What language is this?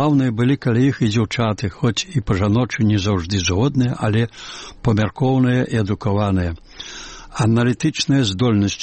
Belarusian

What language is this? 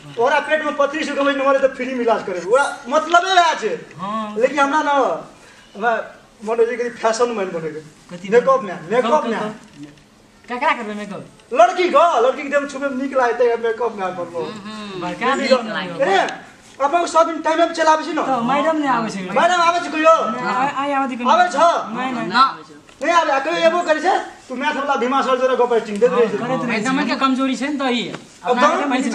Maithili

